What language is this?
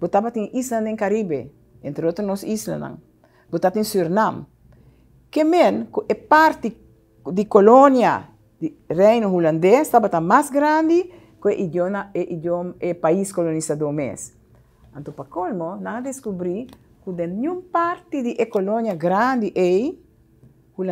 Papiamento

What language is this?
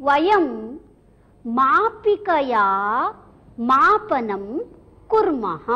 Sanskrit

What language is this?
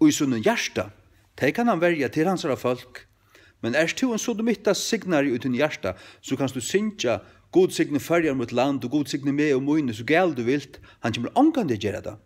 Faroese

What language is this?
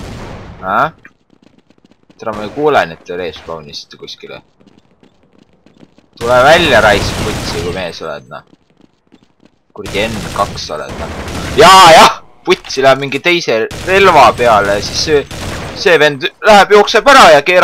Estonian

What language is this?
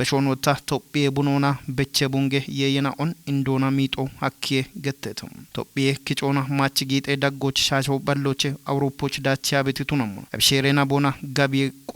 Kafa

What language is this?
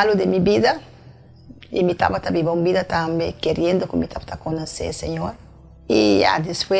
Papiamento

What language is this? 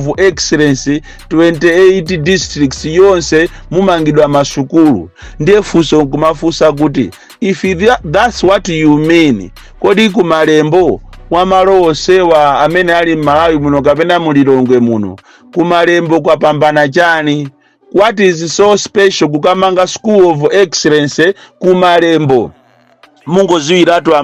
Nyanja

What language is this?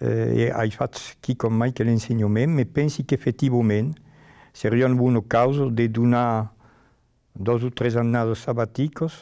Occitan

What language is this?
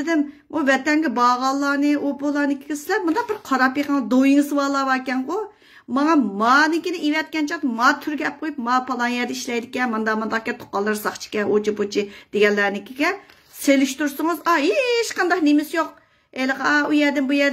Uyghur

